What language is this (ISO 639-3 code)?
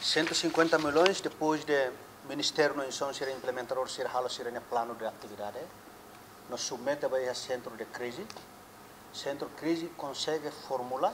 tet